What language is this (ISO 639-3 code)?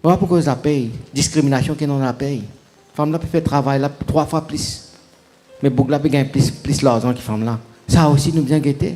mfe